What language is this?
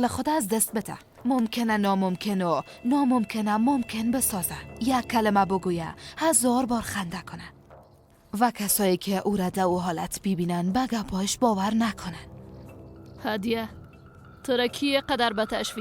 Persian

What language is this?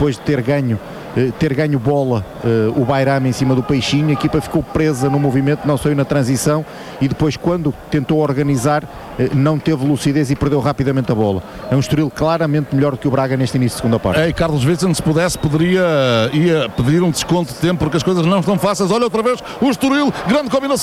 Portuguese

